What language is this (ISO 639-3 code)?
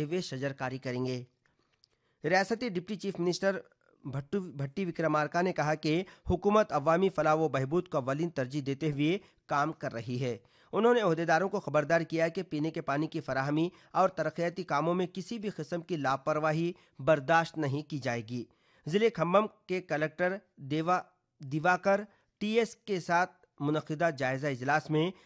urd